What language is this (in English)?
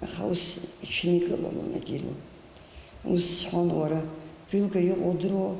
Abkhazian